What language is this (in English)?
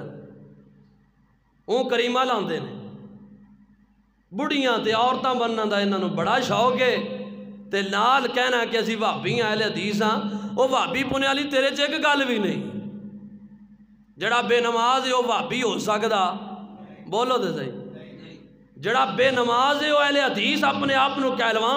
Western Panjabi